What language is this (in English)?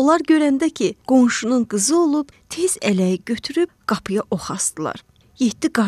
Azerbaijani